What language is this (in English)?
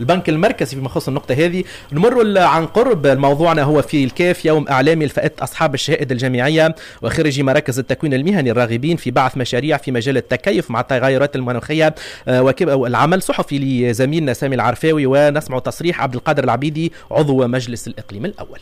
Tunisian Arabic